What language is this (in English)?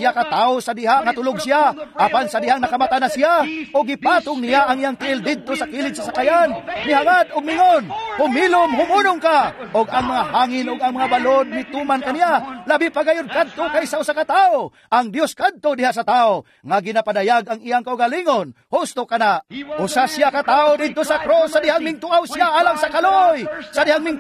Cebuano